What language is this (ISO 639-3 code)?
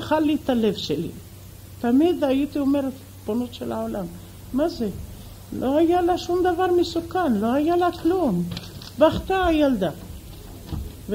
heb